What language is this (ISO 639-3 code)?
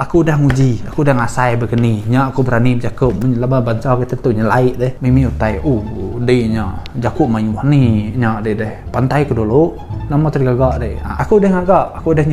iba